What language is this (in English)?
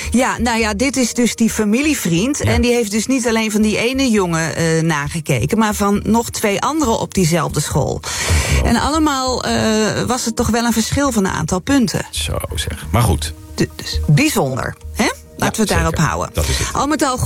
Dutch